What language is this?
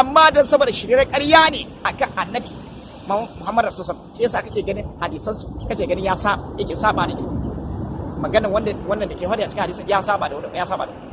Hausa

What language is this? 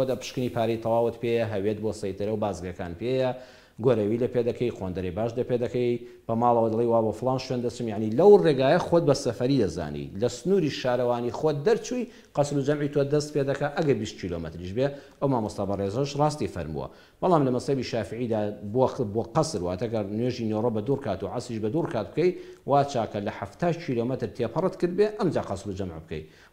Central Kurdish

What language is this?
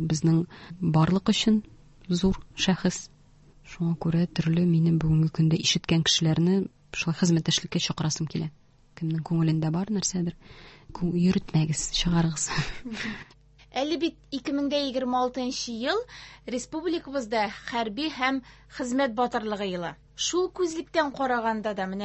Tatar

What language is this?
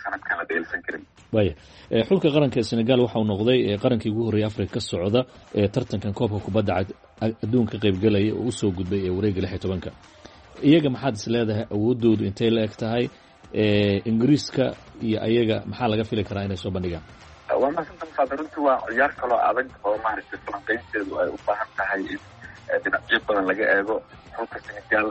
Somali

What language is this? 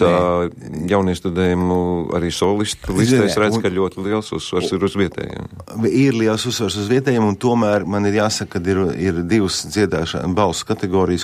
Latvian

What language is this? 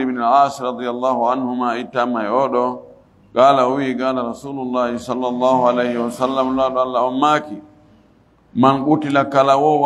Fula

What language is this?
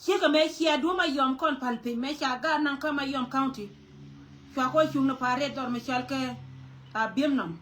Nuer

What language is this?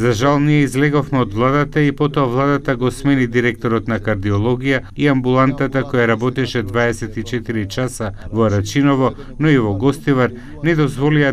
Macedonian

